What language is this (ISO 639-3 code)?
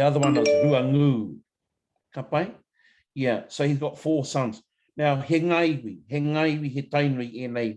mri